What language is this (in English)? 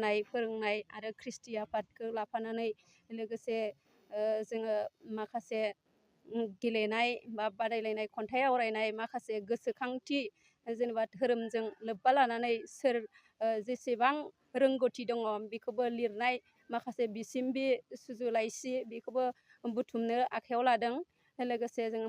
Bodo